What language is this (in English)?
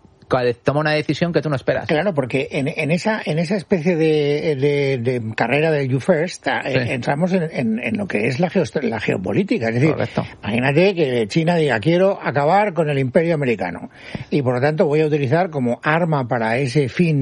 Spanish